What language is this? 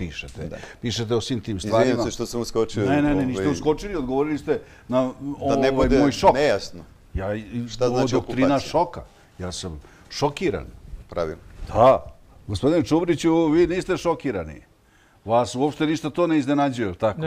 Serbian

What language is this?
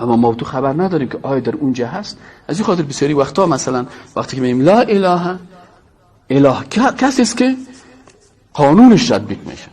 Persian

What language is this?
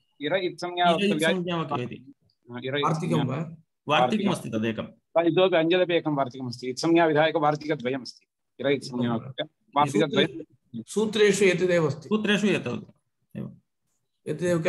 Sanskrit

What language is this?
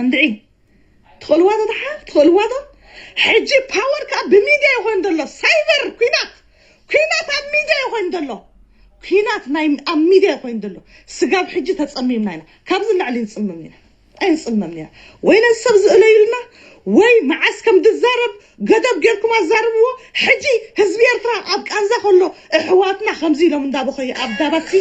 Tigrinya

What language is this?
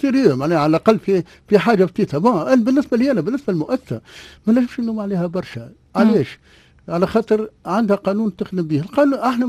Tunisian Arabic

